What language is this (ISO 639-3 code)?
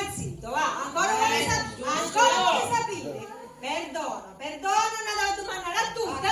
scn